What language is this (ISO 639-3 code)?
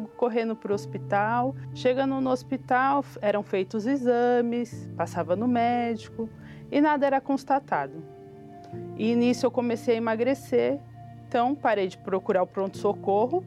por